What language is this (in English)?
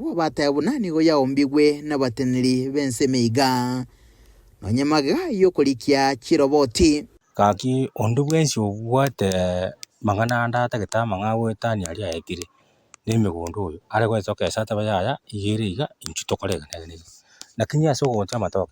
Gusii